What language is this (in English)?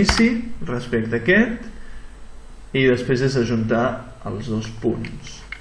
Catalan